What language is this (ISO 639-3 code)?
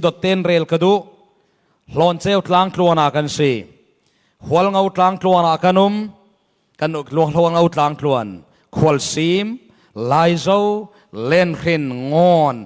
cfm